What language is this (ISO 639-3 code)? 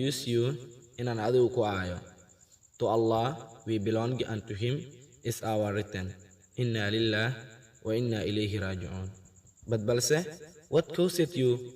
som